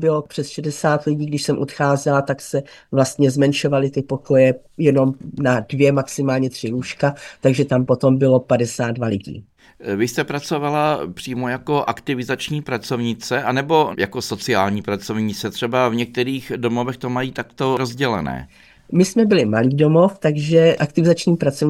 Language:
Czech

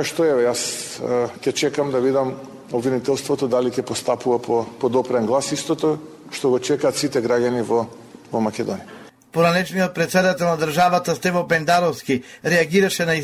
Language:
Macedonian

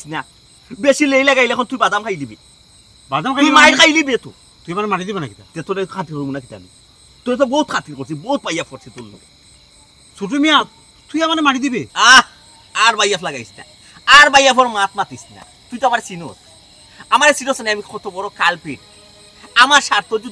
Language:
Sylheti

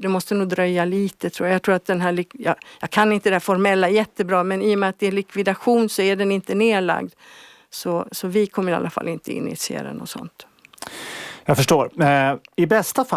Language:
Swedish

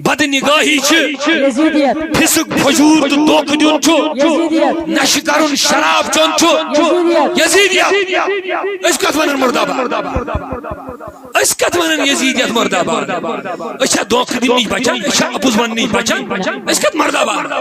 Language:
Kashmiri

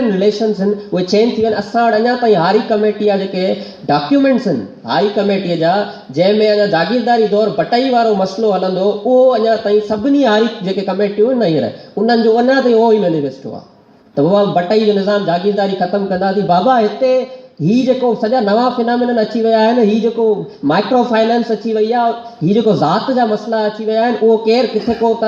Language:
Sindhi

